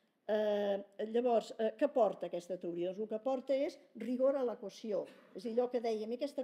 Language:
Catalan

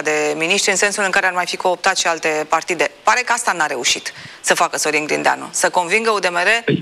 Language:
Romanian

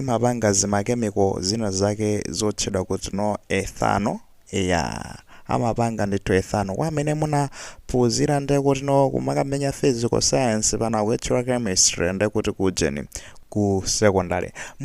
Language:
Nyanja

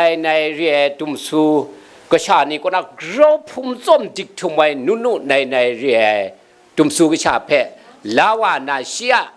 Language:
Kachin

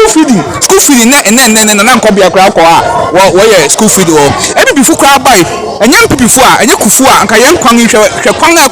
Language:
Akan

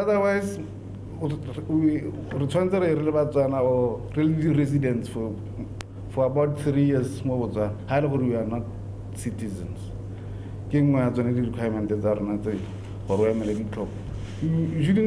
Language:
Tswana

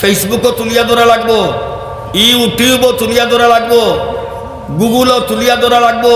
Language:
Sylheti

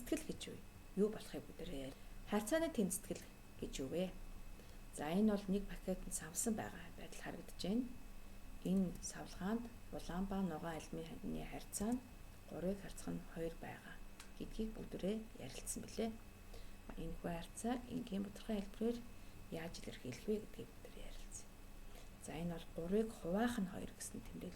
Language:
Mongolian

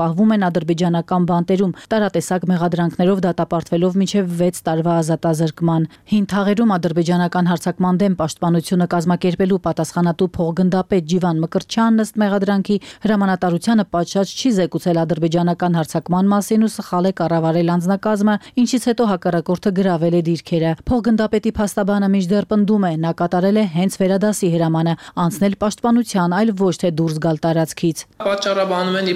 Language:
Armenian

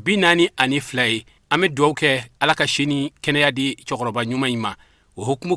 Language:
Bambara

